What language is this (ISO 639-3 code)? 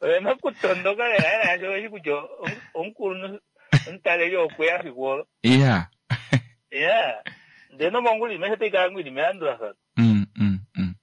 kua